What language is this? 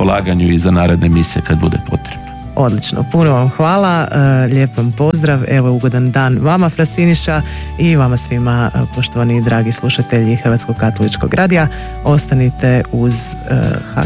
Croatian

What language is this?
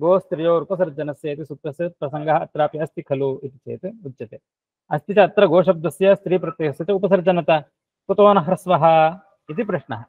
Sanskrit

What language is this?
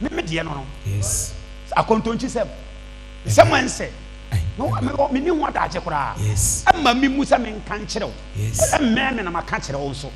Akan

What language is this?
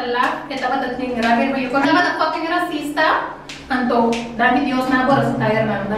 Papiamento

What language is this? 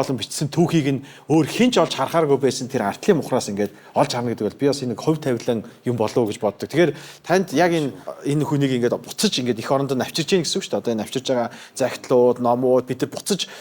Mongolian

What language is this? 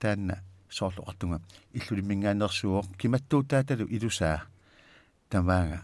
Kalaallisut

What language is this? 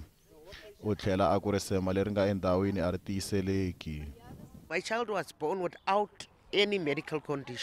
Tsonga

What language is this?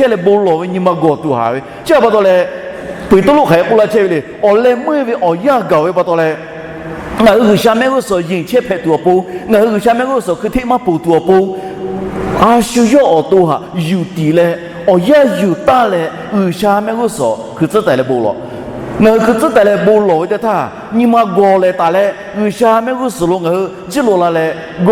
Lahu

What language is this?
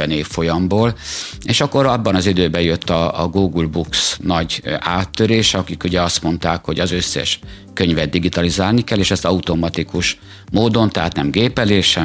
Hungarian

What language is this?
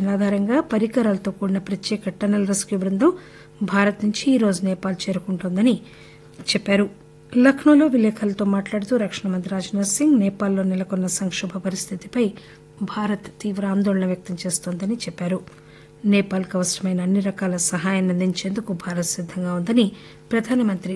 Telugu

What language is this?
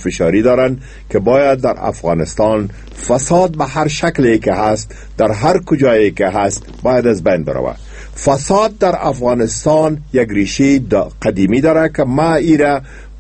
Persian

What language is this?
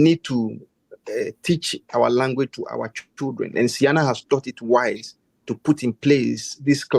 Ewe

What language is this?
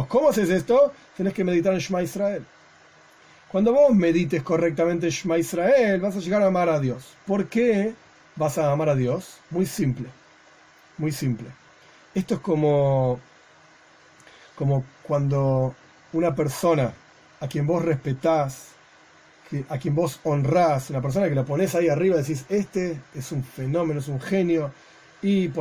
Spanish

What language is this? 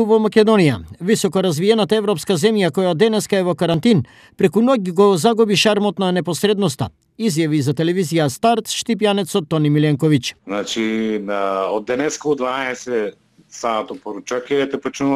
Macedonian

